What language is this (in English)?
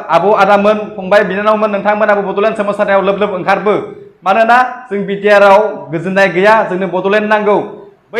Bodo